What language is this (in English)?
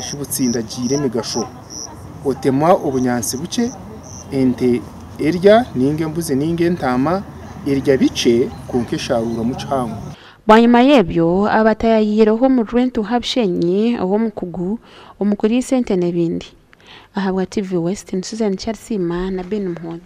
Nyankole